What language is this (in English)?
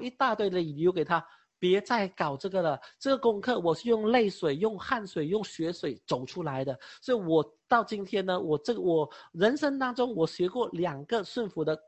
Chinese